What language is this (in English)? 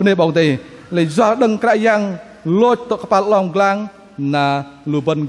Bahnar